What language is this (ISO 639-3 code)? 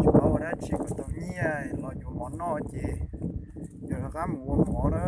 hmn